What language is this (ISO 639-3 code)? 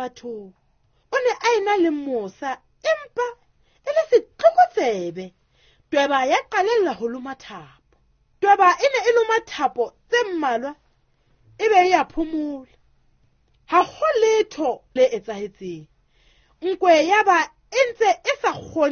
sot